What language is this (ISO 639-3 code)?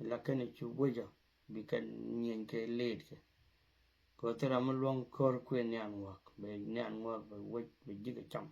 nus